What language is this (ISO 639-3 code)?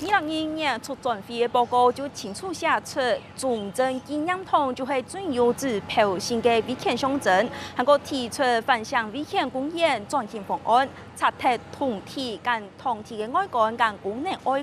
hak